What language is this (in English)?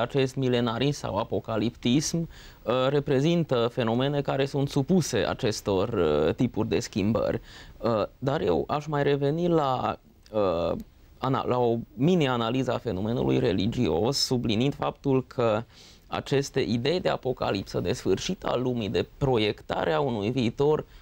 Romanian